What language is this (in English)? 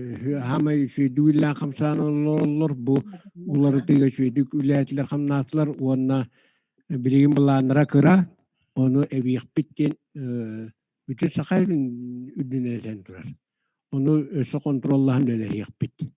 Yakut